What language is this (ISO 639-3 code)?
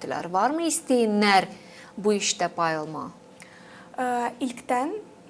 gag